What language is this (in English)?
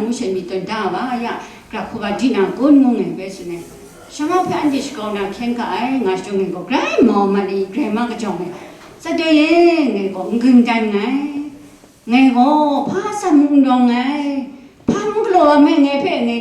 Kachin